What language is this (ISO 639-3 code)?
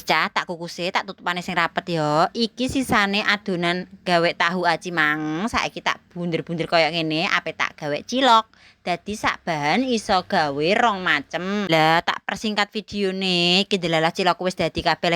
jav